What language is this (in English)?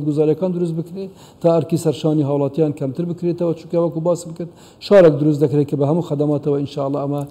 Central Kurdish